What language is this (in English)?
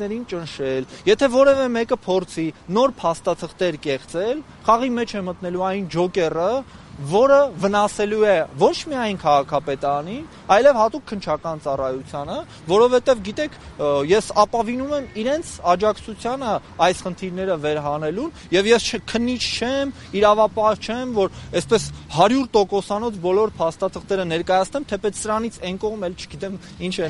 Armenian